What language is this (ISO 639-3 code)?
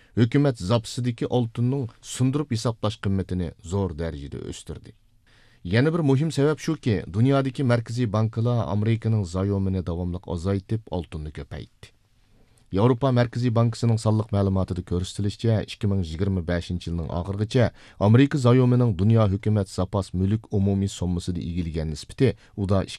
uig